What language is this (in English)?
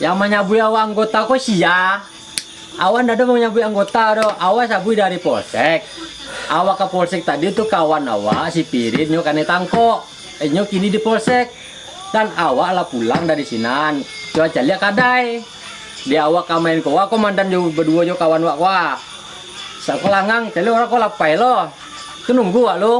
Minangkabau